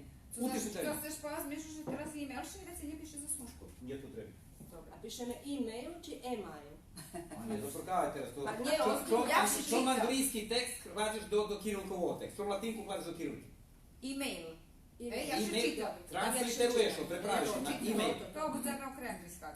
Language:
Rusyn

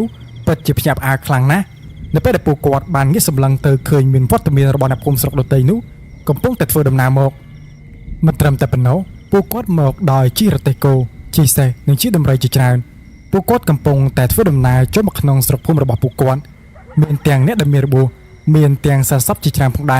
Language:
Khmer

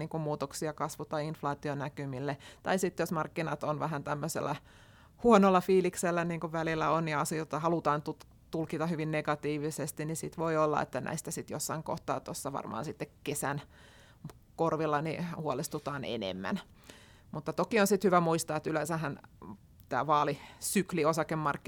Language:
Finnish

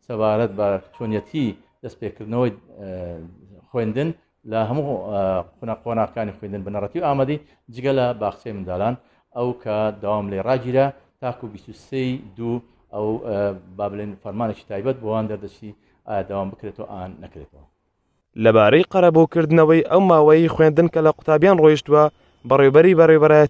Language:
Central Kurdish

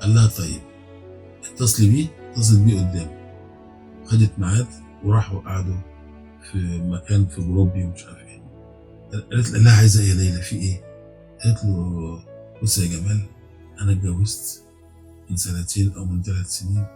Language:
Egyptian Arabic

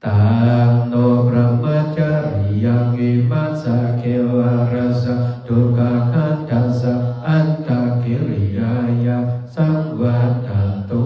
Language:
Pali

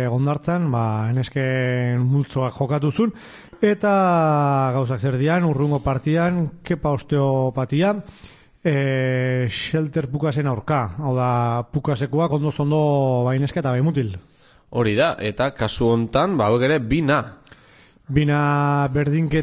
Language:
Basque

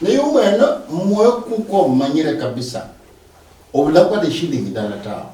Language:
Luyia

